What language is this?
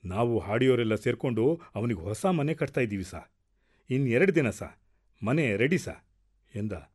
Kannada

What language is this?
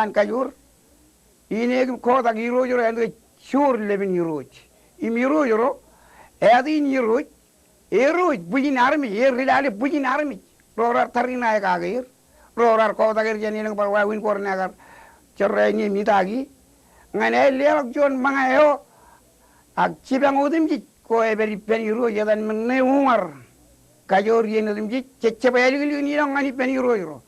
Marshallese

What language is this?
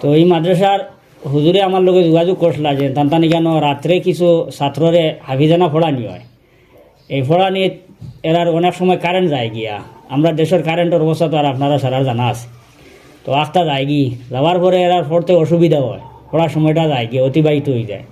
Sylheti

